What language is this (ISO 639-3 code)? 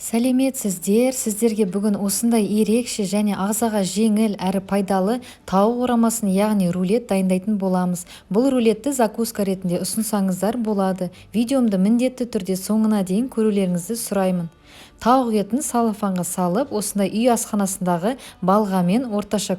kaz